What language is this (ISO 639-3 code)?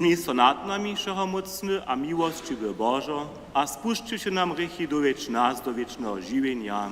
hsb